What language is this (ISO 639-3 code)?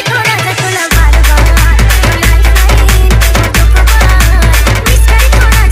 hne